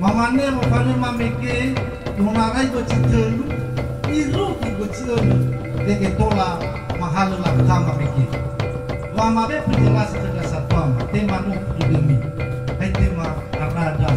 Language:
Nias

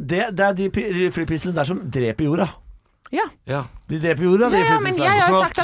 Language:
Norwegian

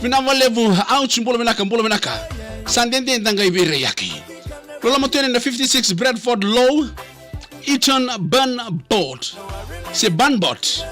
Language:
Fijian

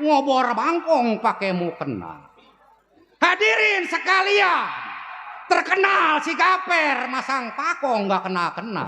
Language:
Betawi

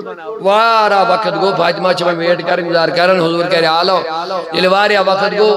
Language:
Kashmiri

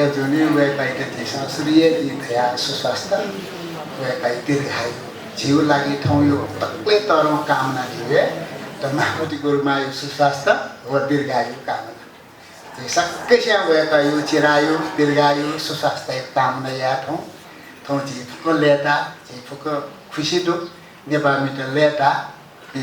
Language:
Newari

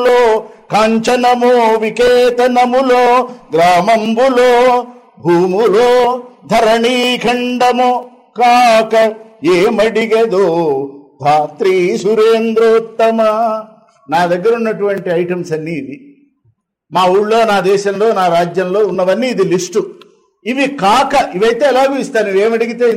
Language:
Telugu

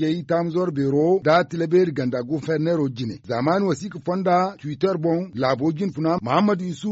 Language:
Zarma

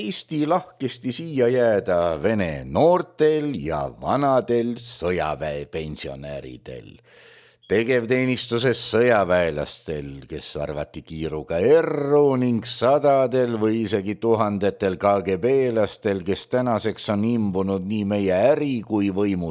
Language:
Estonian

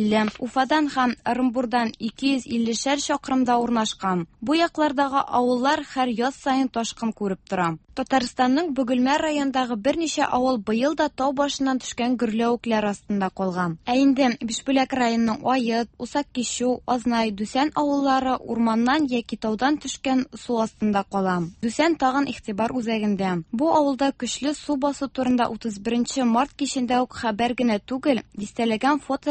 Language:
Tatar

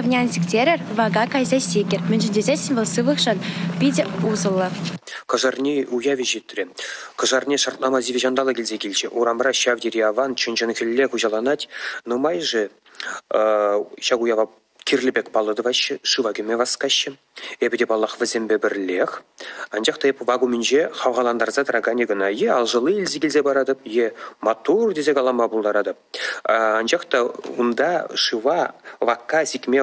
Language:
Chuvash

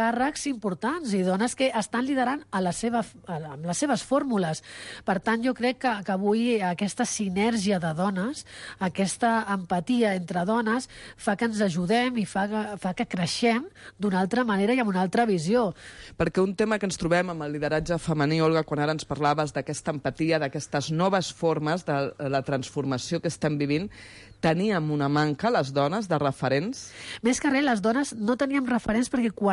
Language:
Catalan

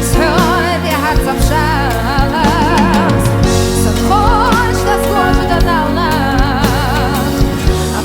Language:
Abkhazian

